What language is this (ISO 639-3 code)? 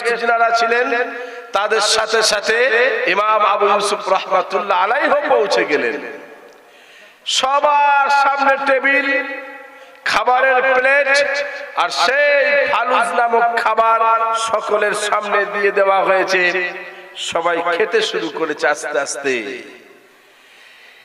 ben